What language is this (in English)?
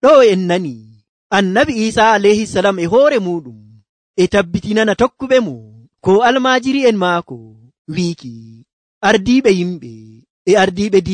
Nigerian Fulfulde